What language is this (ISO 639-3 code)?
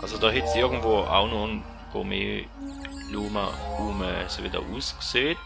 gsw